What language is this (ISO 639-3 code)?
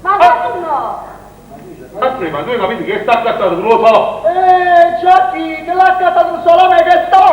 nap